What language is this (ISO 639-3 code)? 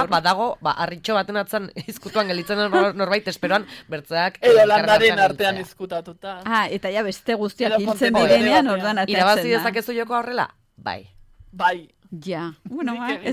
eus